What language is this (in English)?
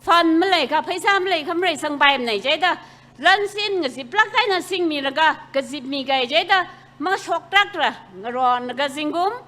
Tangkhul Naga (India)